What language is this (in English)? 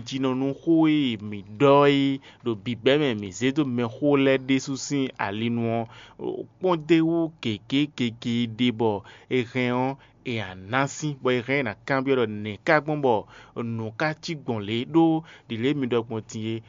Fon